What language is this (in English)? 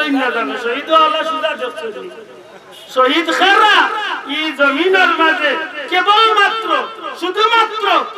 Sylheti